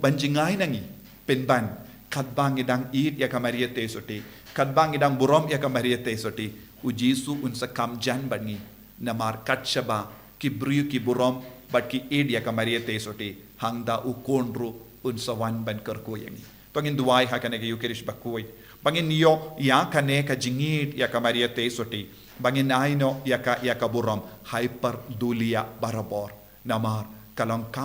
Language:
Khasi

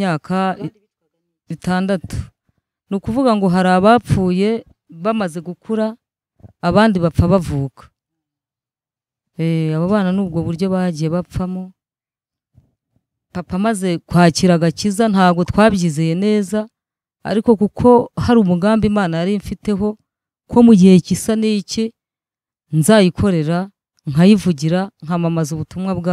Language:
Kinyarwanda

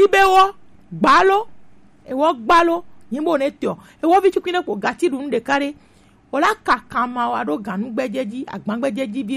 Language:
Gen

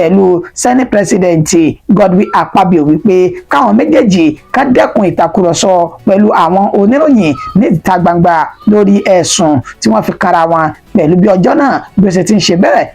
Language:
Yoruba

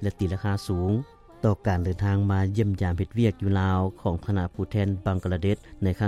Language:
Lao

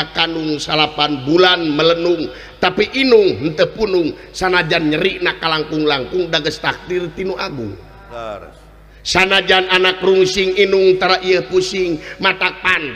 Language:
Sundanese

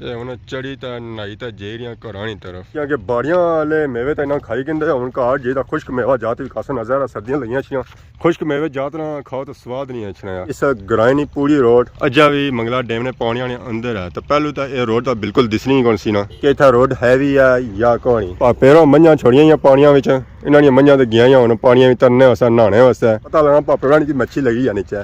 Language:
Pahari-Potwari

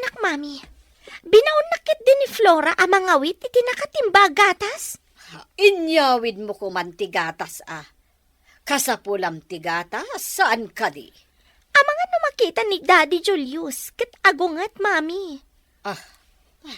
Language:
Iloko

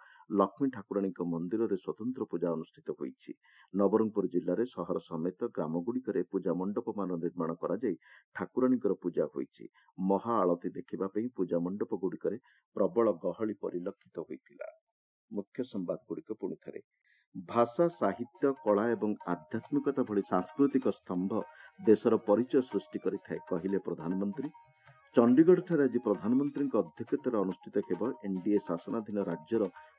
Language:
Odia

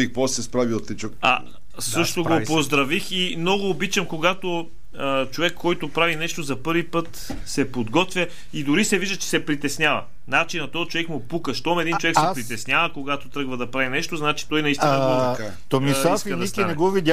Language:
Bulgarian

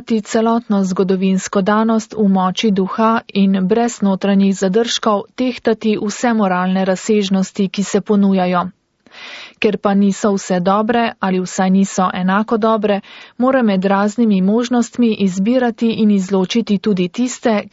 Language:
Slovenian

